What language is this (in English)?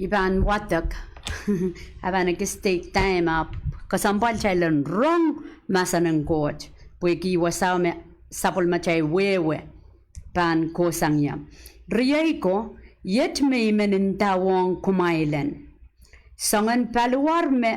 Pohnpeian